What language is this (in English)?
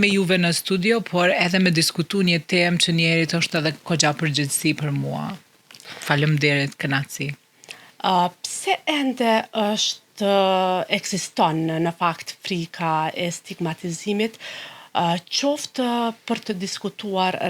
Albanian